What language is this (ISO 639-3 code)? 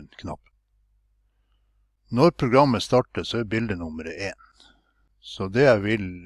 nor